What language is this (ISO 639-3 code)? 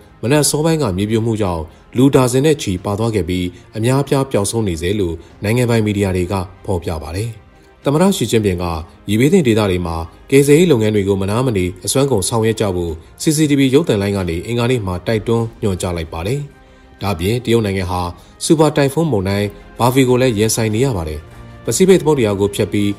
mya